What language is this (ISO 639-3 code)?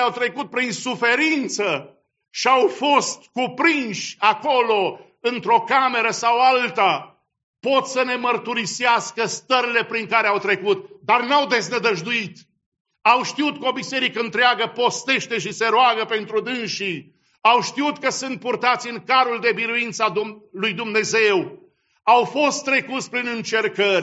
ron